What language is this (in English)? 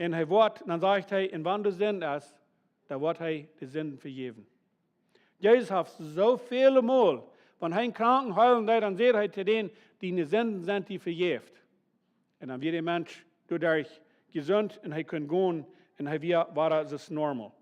Plautdietsch